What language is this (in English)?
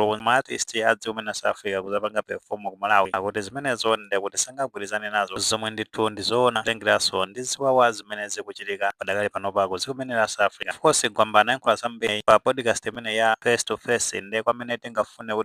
Nyanja